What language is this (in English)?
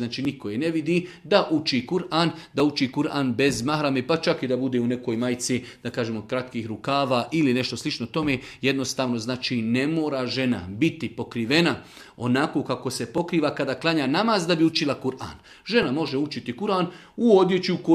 Bosnian